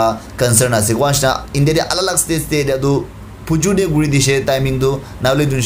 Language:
Naga Pidgin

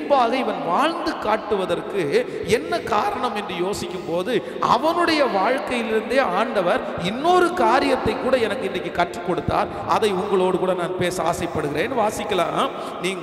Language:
Tamil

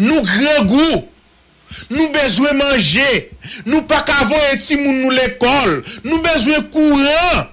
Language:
Haitian Creole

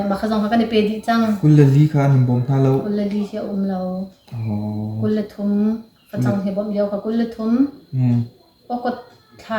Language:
Hakha Chin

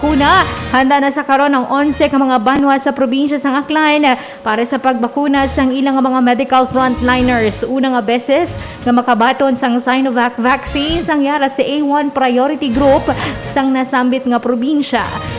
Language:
Hiligaynon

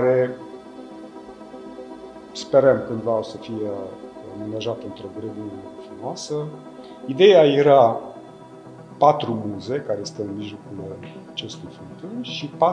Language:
Romanian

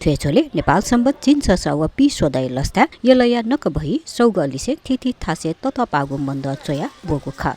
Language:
Newari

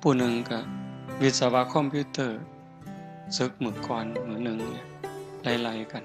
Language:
Northeastern Thai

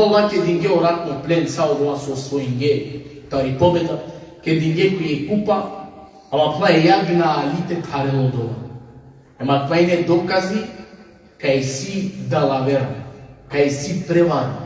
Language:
Balkan Romani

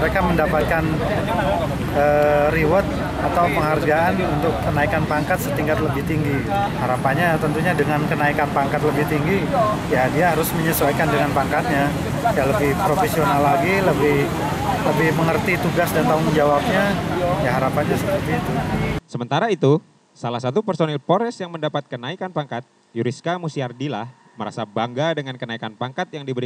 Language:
Indonesian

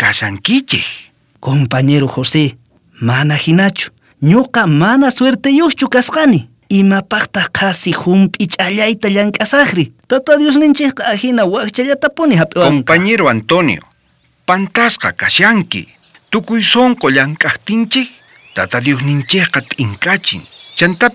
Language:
South Bolivian Quechua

